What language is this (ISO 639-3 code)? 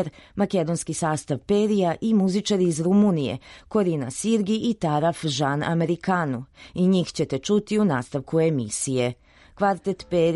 srp